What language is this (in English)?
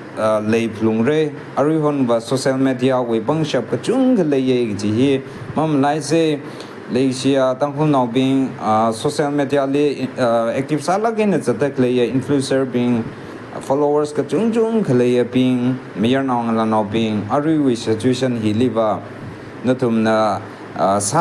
Tangkhul Naga (India)